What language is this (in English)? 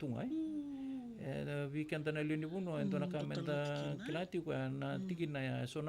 Fijian